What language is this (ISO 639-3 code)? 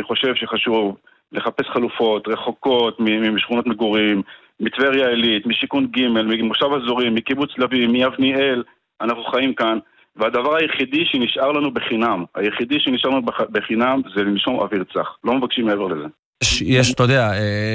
heb